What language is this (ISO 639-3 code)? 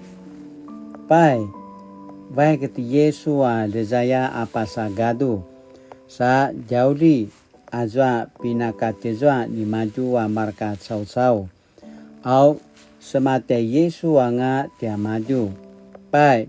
pwn